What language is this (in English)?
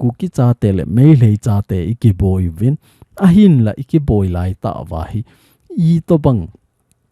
Thado Chin